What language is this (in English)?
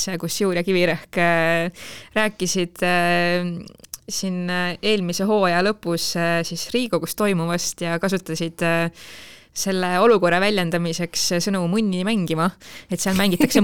Estonian